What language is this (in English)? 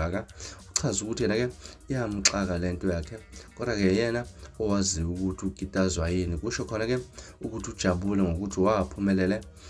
Zulu